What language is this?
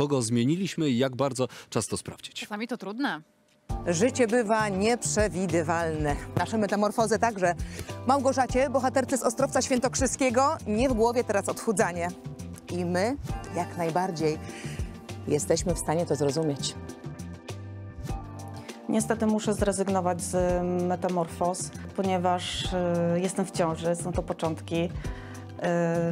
Polish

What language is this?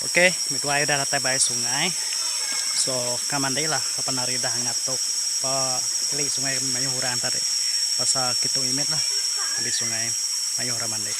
Iban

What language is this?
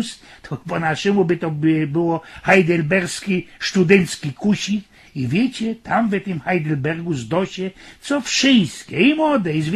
Silesian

